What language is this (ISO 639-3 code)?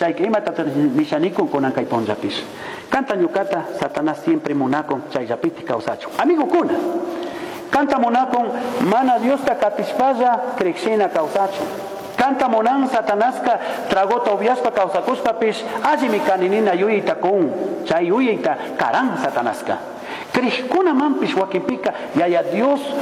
qug